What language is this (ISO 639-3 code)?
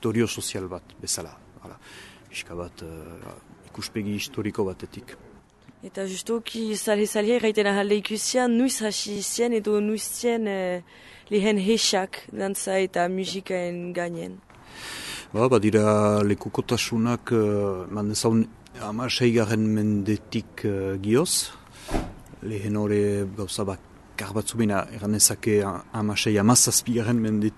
eus